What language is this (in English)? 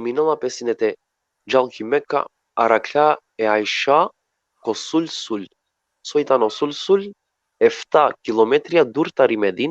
Balkan Romani